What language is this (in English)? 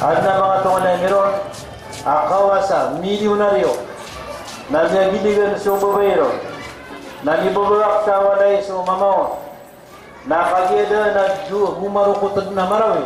Maranao